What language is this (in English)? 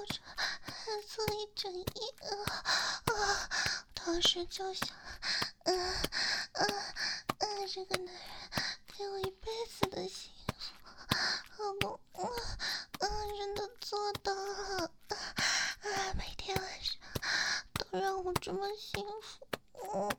Chinese